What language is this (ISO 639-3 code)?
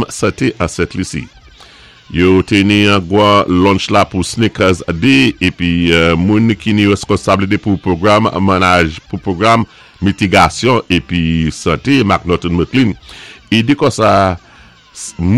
acf